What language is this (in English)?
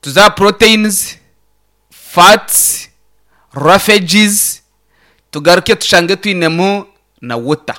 Nyankole